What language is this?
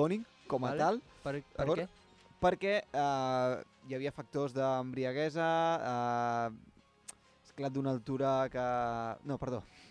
Catalan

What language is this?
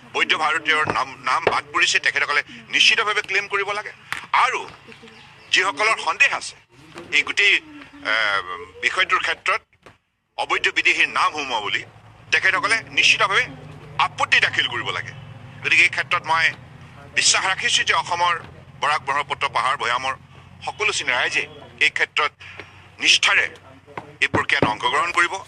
Assamese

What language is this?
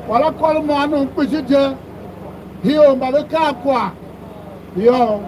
Tiv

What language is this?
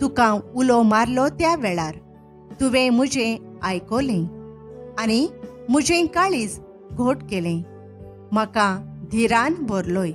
Konkani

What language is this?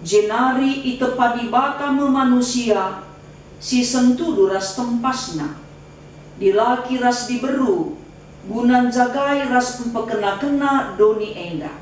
Batak Karo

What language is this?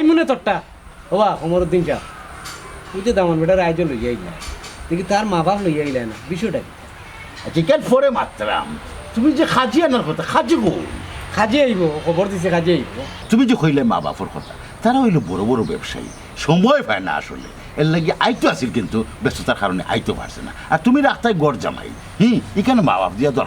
Sylheti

